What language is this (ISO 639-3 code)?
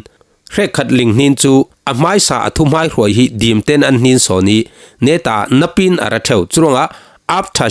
cfm